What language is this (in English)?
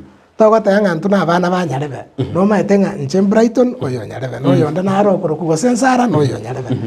Gusii